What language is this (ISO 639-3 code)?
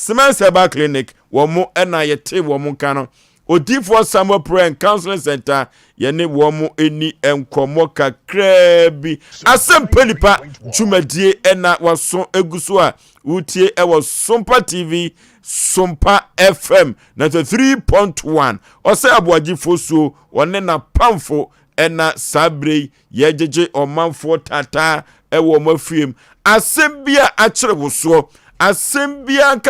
aka